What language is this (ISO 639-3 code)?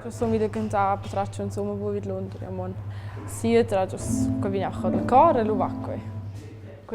roh